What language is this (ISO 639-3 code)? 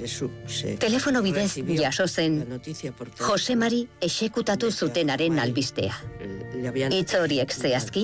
eus